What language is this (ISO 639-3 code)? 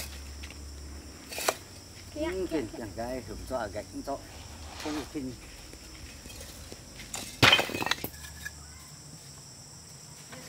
vie